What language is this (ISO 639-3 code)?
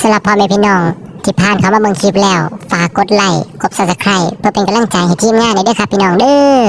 tts